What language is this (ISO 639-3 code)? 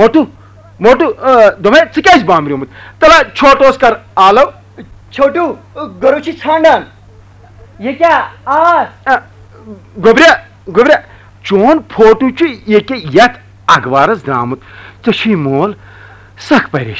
kas